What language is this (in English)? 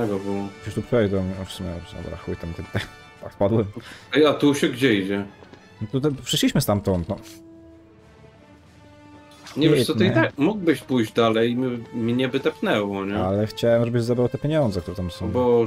Polish